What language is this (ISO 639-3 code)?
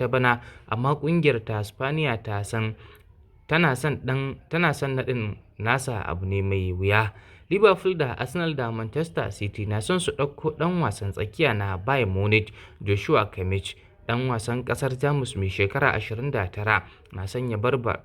hau